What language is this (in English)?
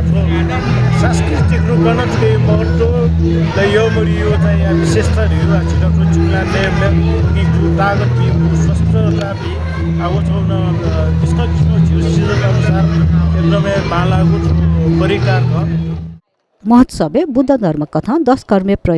Newari